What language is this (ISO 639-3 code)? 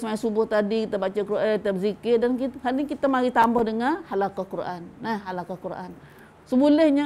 msa